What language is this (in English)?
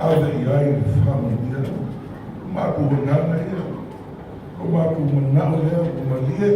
Samoan